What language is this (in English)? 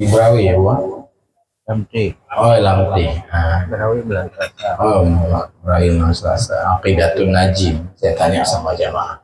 Achinese